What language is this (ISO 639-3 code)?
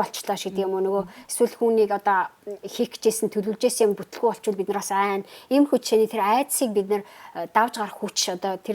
mon